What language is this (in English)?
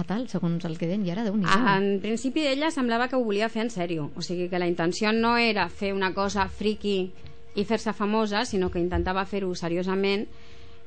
Catalan